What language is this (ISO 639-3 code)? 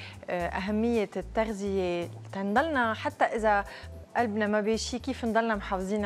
apc